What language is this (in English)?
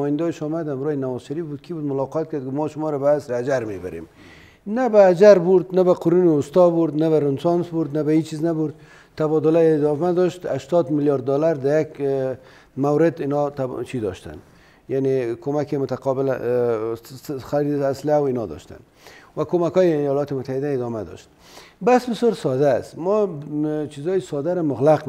Persian